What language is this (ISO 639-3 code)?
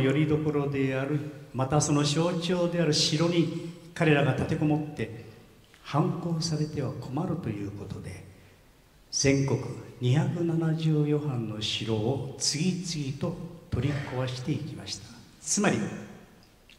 jpn